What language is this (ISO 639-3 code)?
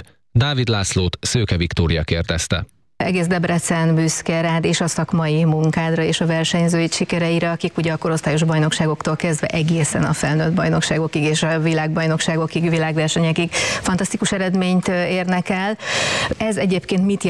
hun